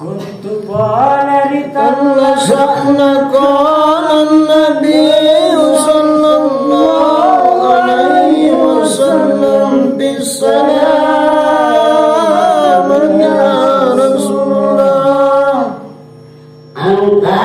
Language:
Makasar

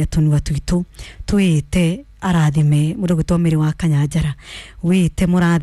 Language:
Kikuyu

